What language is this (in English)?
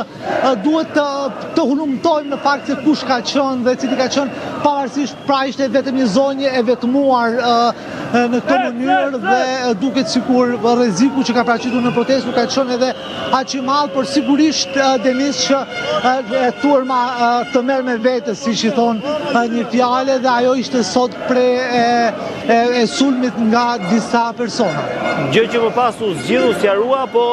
Albanian